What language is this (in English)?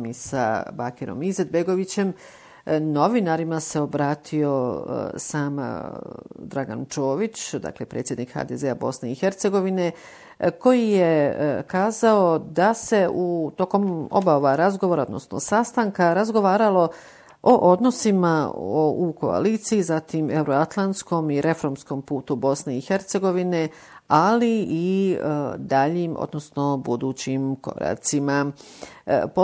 Bosnian